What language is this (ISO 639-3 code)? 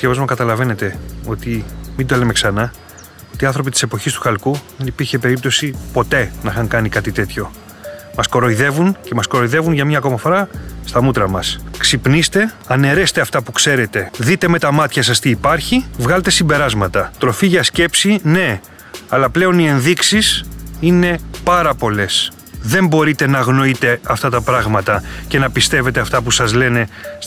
ell